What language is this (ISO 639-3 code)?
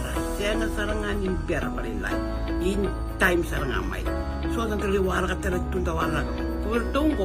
fij